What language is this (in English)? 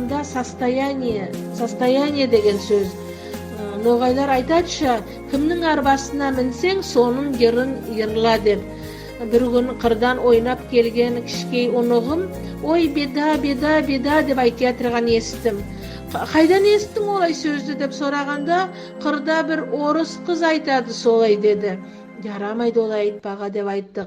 Nogai